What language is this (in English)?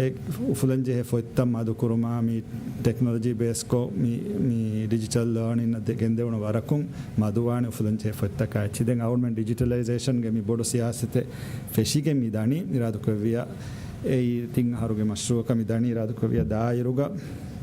Divehi